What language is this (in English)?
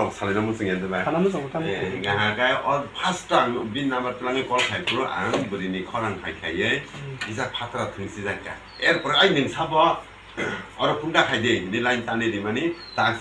Kok Borok